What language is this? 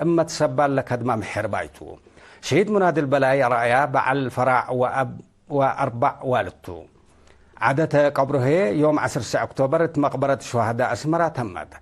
Tigre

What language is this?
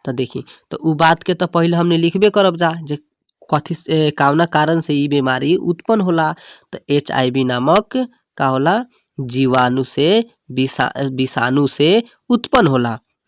Bhojpuri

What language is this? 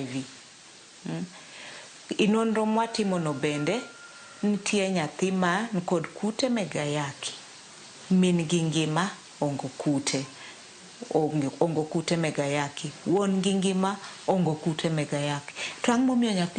Luo (Kenya and Tanzania)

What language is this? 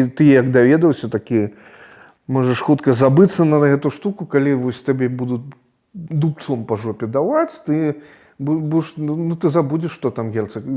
Belarusian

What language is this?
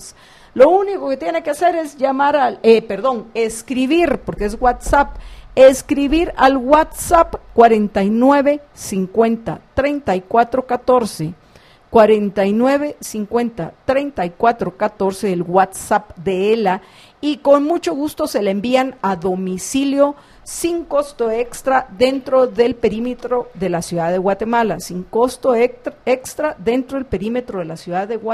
Spanish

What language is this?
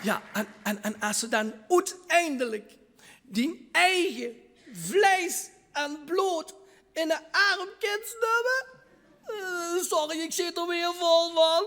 Limburgish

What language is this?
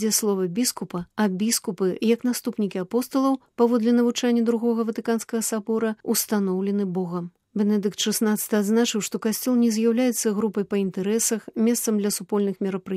Belarusian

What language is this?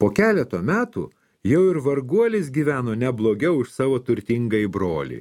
Lithuanian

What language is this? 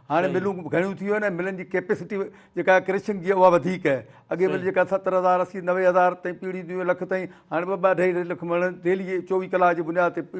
Sindhi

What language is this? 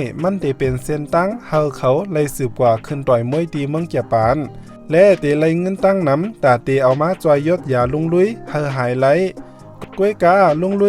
Shan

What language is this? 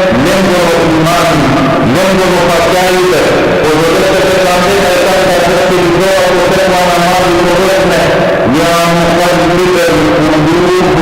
Balkan Romani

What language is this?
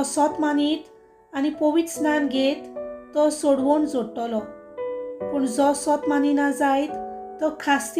Konkani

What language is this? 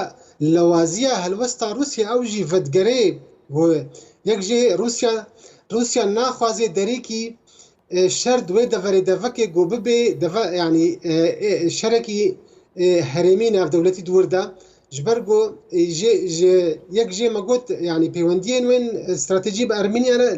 Kurdish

